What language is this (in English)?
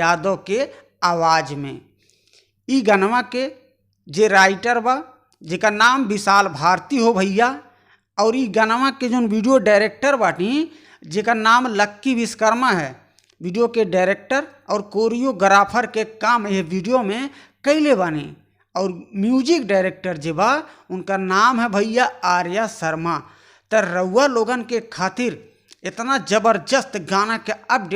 Bhojpuri